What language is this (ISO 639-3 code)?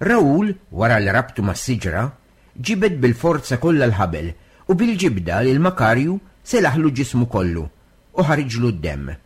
mlt